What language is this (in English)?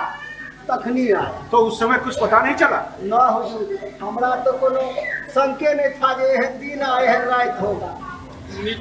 Maithili